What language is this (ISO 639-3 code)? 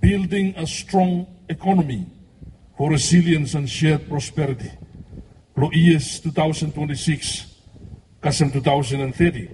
bis